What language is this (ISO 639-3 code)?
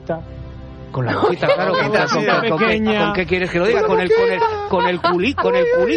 spa